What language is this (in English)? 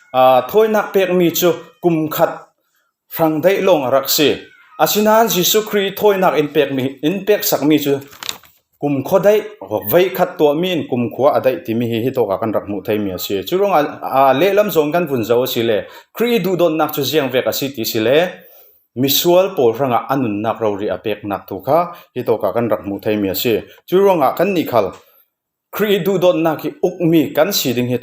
Falam Chin